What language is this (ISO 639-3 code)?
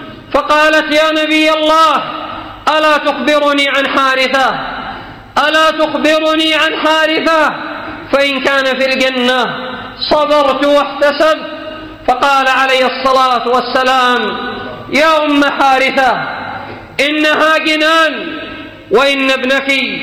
ara